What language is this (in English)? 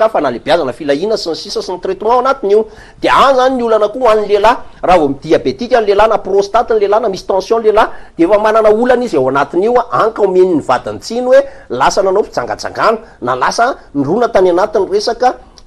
Malagasy